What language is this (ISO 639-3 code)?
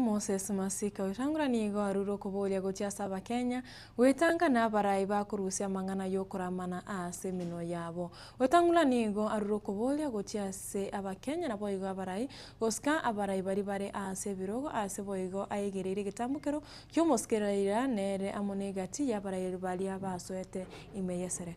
guz